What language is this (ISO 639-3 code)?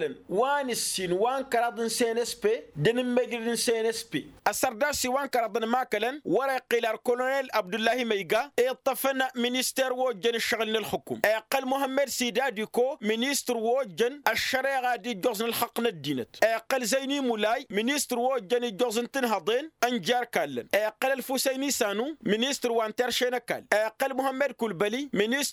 taq